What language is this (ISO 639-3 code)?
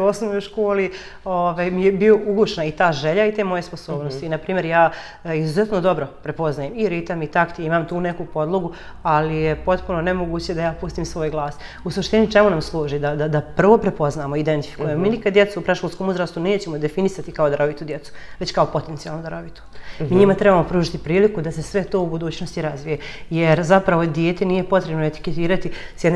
bos